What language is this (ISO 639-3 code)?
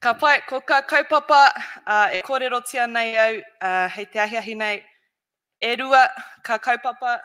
mri